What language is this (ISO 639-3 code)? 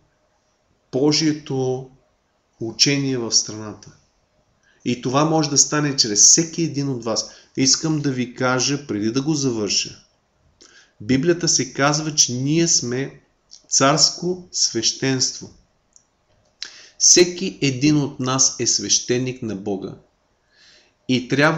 bul